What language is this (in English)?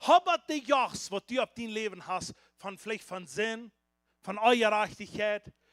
Plautdietsch